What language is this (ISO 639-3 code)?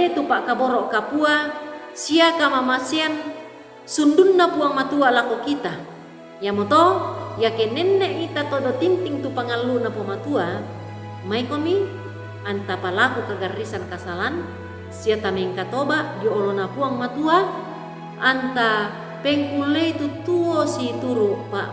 sda